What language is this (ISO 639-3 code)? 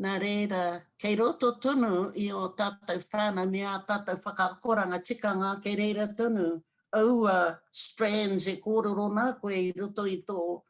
mri